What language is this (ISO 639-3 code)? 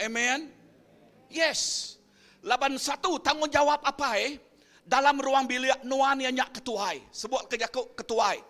iba